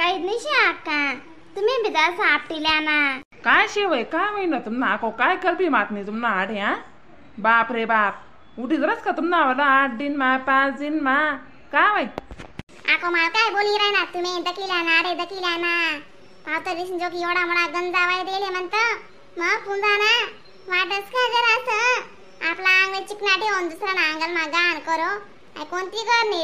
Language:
Khandesi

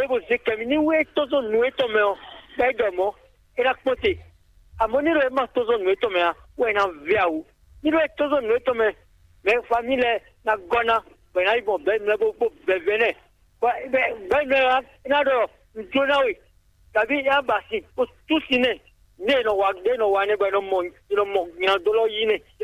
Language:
Fon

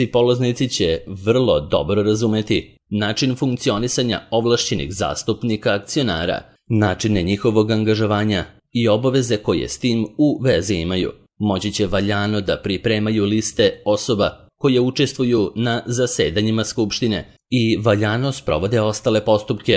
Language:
Serbian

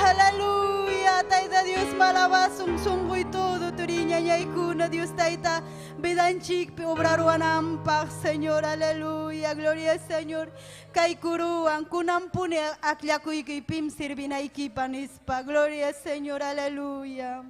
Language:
Ayacucho Quechua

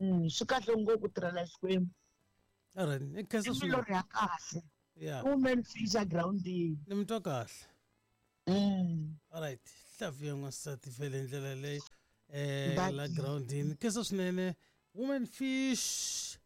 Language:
Tsonga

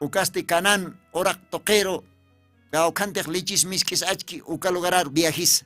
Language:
Aymara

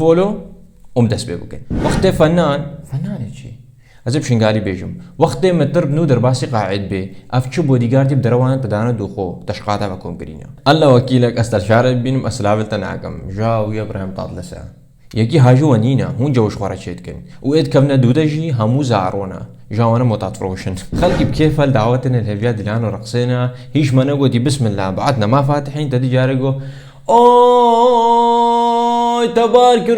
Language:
Kurdish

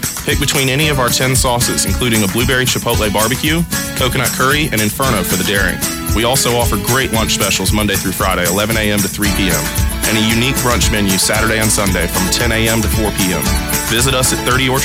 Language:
English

